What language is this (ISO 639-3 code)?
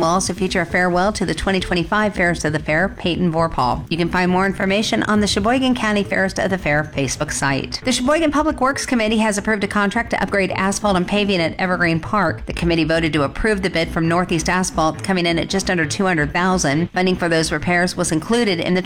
eng